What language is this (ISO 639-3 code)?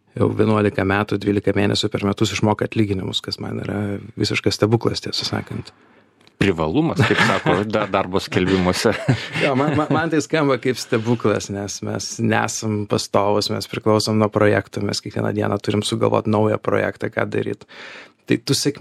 lit